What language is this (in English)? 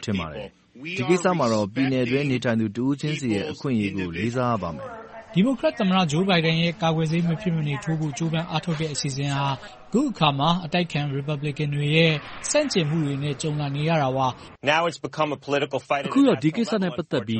Burmese